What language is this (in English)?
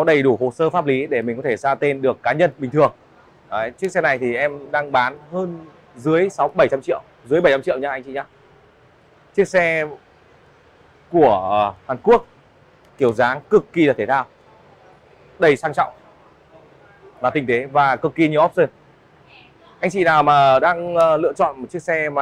Vietnamese